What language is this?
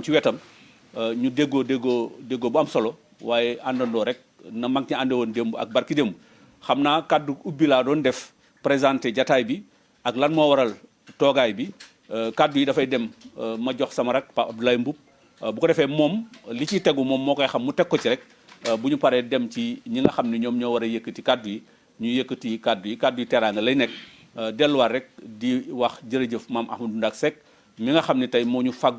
Wolof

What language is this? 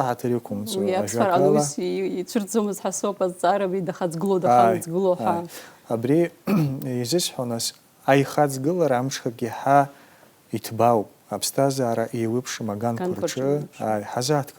Abkhazian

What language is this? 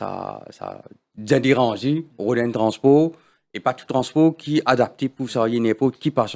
Morisyen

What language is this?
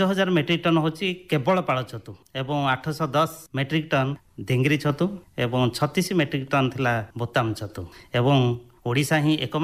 Odia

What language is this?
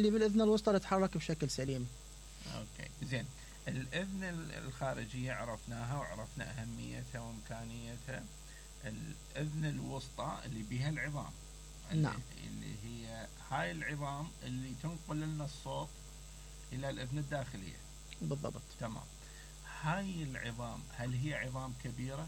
Mesopotamian Arabic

